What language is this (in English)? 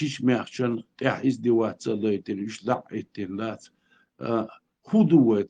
Chechen